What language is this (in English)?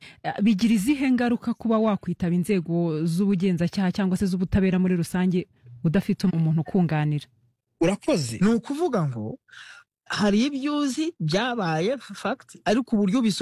Kinyarwanda